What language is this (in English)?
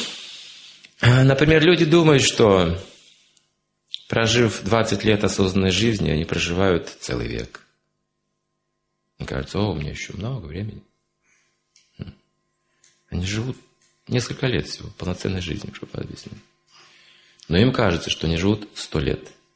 Russian